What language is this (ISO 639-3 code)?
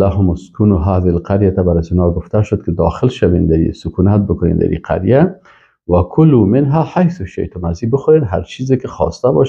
fas